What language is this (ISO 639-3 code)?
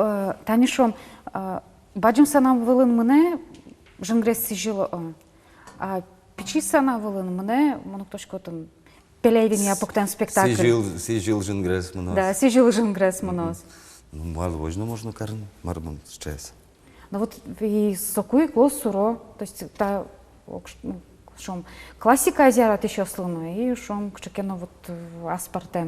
udm